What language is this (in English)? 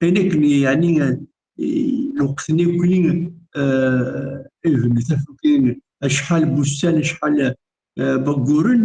Kabyle